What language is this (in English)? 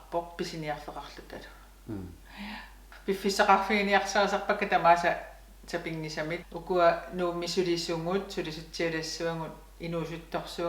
Kalaallisut